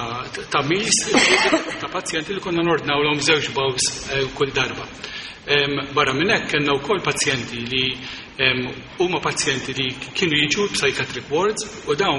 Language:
Maltese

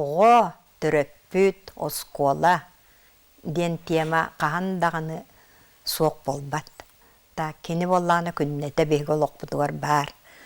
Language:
Yakut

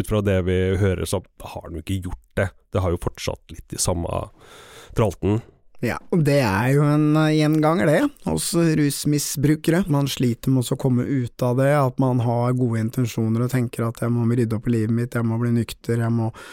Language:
Norwegian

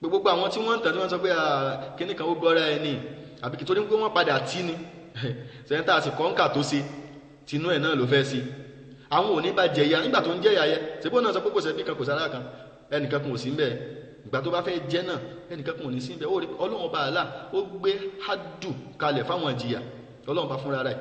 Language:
Yoruba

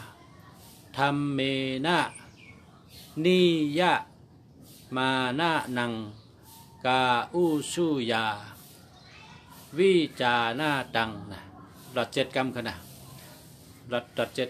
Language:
Shan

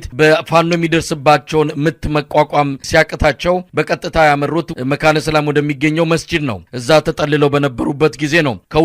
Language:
Amharic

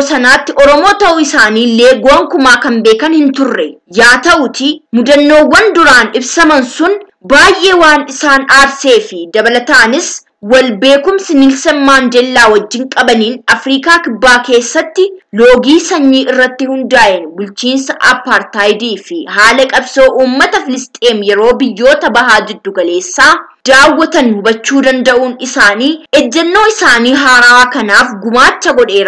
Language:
Oromo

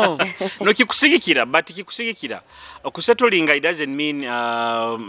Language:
Nyoro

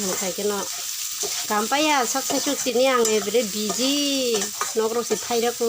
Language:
Kok Borok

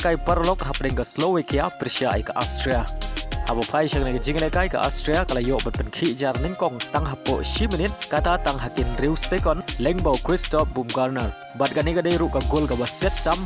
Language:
Khasi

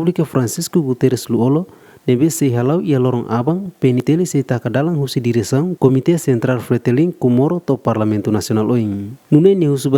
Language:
Tetum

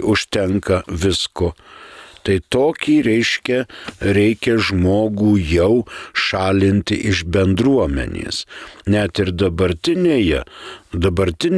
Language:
Lithuanian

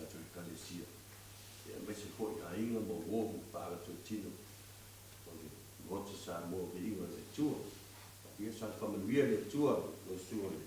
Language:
Samoan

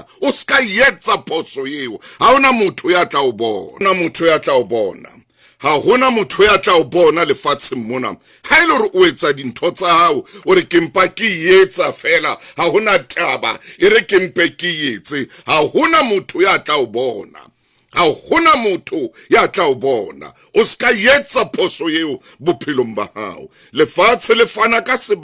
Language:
Southern Sotho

